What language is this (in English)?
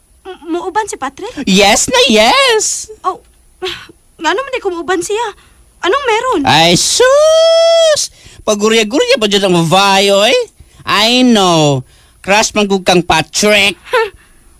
Cebuano